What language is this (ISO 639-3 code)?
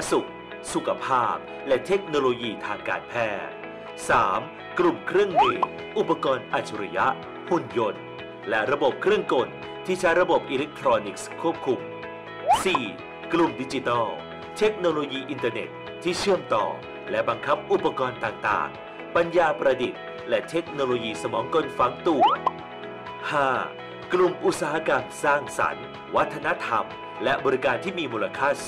tha